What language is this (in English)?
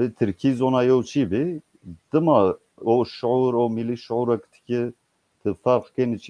Zaza